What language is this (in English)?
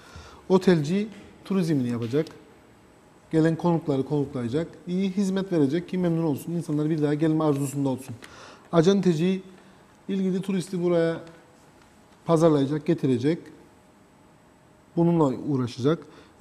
Turkish